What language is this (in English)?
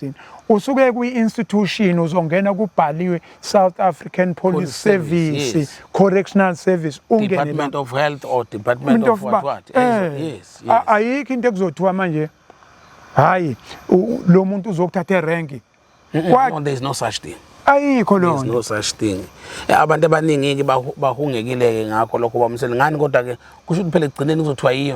Zulu